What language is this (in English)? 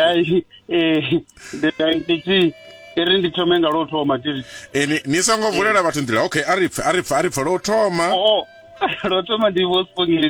Venda